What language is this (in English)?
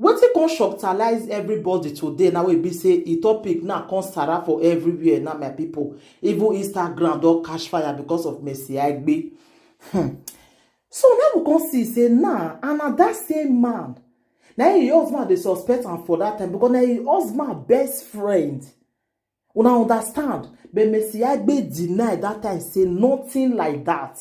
Nigerian Pidgin